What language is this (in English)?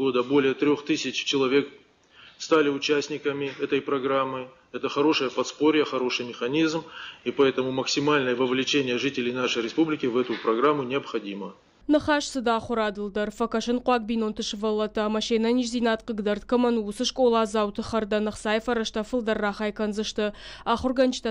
Ossetic